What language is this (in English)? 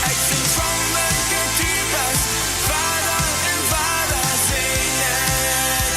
Plautdietsch